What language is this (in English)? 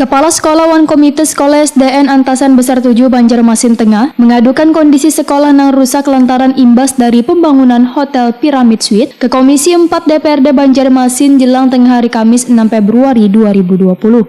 Banjar